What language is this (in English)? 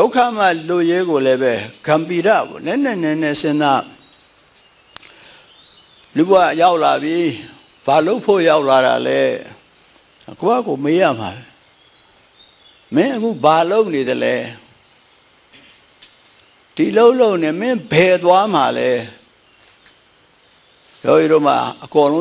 Burmese